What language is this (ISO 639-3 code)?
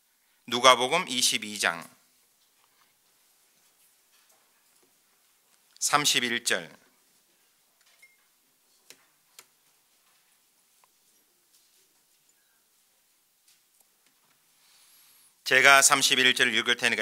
kor